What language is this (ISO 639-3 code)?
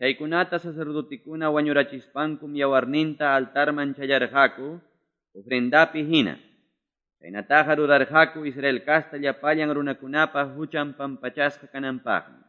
que